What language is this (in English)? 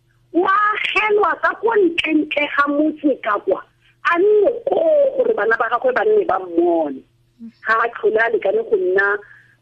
Tswana